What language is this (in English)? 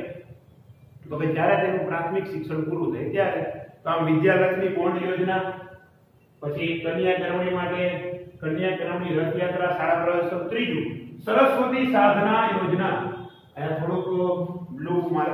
Gujarati